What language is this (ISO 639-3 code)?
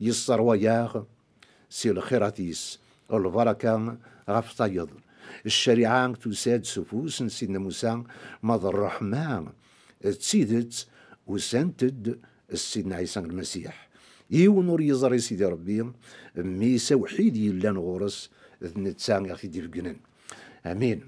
kab